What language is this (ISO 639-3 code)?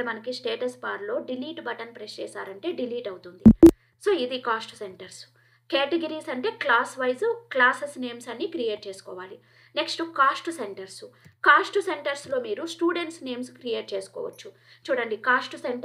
tel